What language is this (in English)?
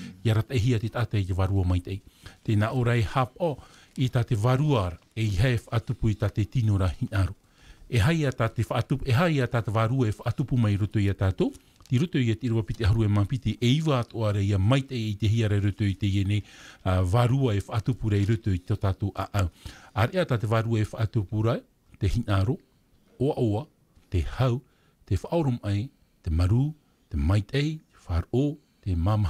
Tahitian